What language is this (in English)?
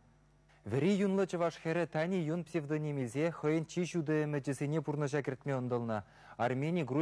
Chuvash